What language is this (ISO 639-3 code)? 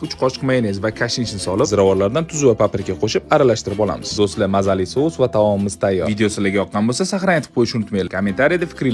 uzb